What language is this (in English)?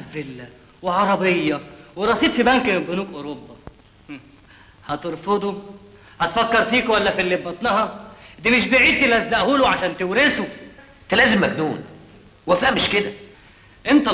Egyptian Arabic